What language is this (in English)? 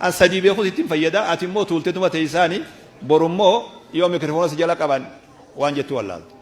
Oromo